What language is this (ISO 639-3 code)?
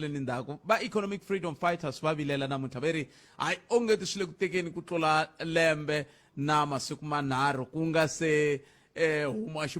tso